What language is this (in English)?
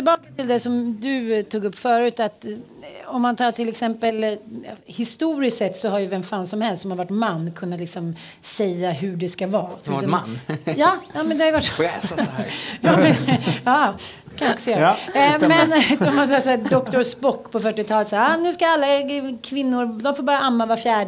Swedish